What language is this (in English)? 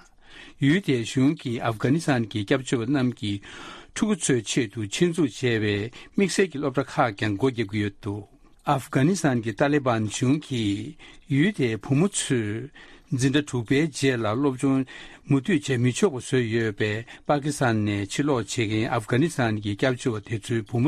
Tibetan